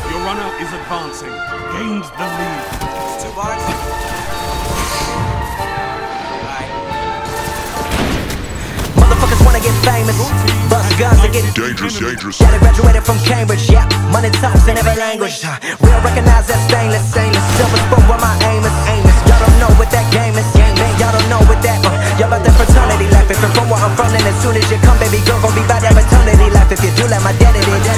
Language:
English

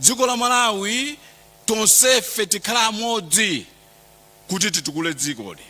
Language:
Nyanja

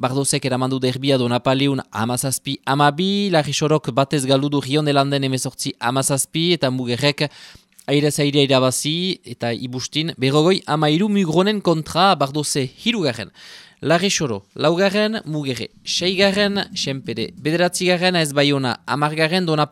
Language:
Basque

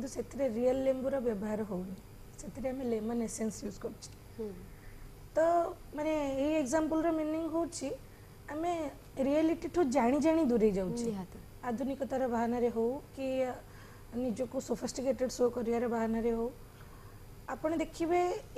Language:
Odia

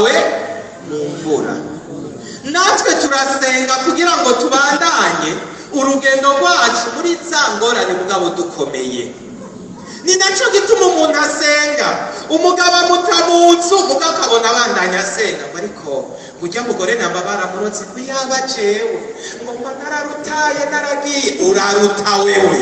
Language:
Rundi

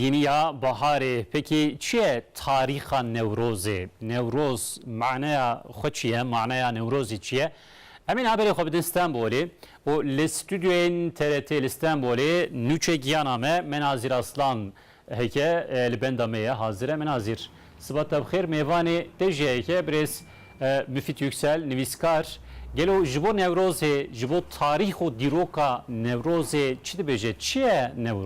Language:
Kurdish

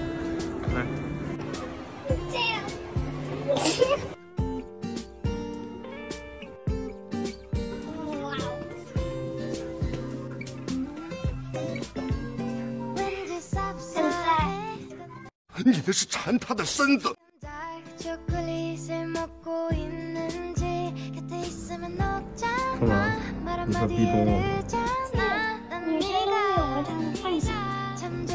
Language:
Chinese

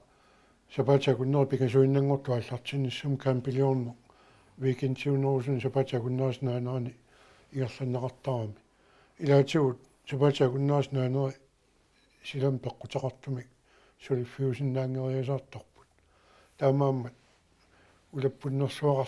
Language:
Kalaallisut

